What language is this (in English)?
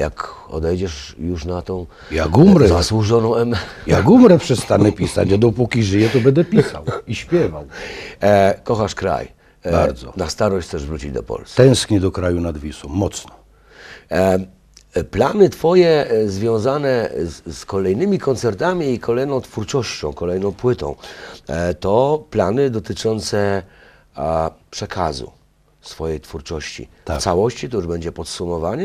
Polish